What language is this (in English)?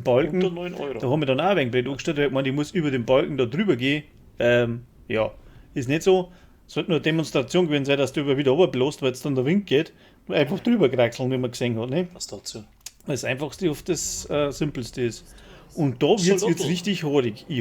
Bavarian